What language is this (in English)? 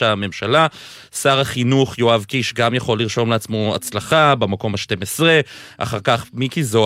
Hebrew